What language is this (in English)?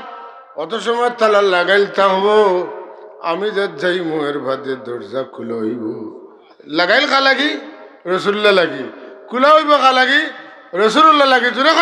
Sylheti